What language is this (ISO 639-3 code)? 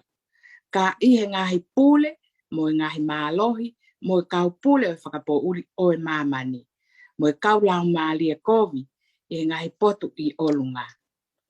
ton